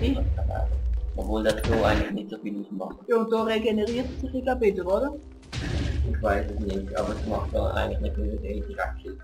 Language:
Swiss German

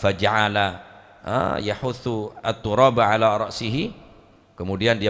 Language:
Madurese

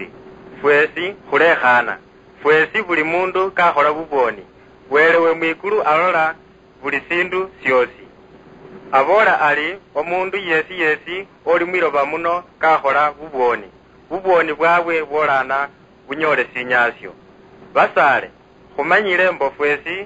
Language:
Luyia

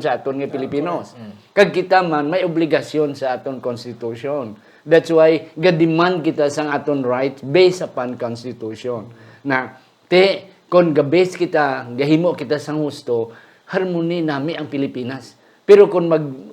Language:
Hiligaynon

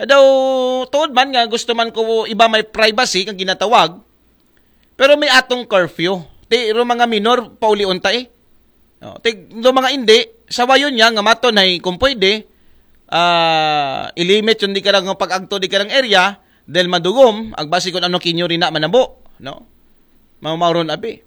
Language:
Aklanon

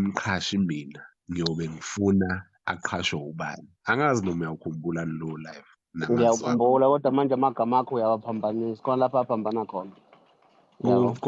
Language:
Zulu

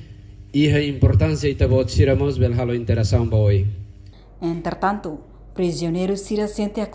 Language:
Tetum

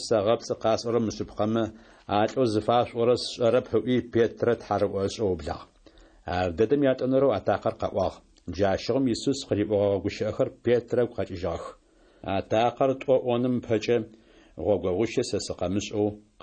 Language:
Adyghe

